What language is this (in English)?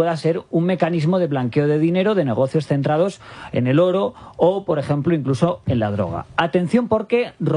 Spanish